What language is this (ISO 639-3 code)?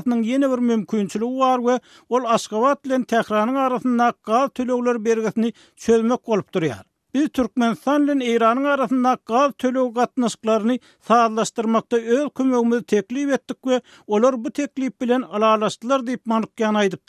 tuk